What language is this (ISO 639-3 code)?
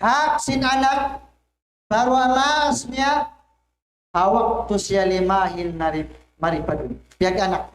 tsg